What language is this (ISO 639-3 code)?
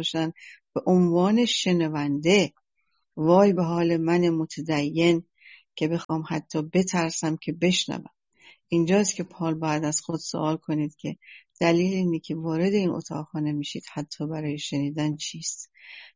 fas